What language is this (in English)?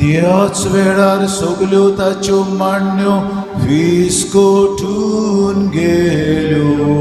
Konkani